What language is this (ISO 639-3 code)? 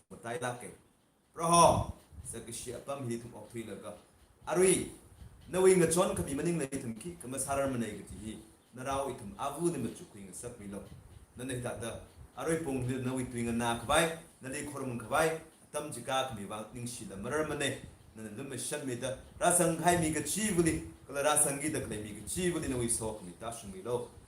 nmf